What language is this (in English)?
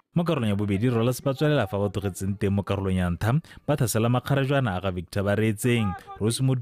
Tswana